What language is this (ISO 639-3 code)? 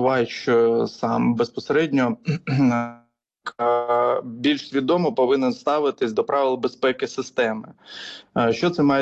ukr